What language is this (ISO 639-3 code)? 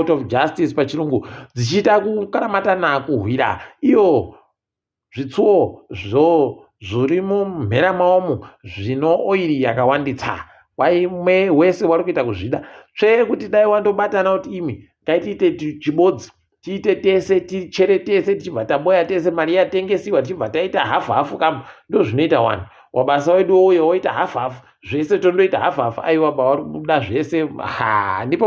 ndc